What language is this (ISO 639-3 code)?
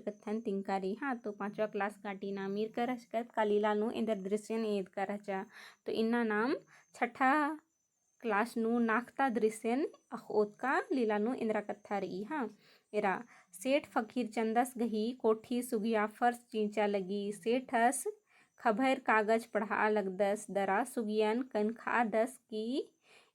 kru